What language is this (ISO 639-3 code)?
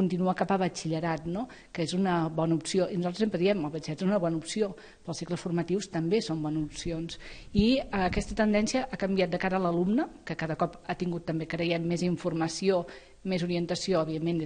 cat